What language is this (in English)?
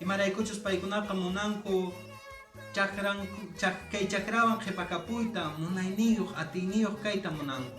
Quechua